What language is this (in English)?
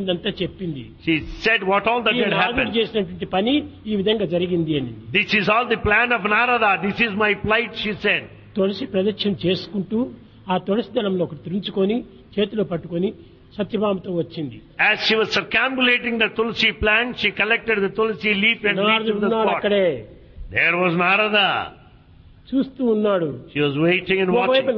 Telugu